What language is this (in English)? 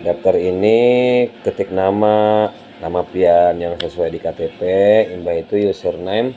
Banjar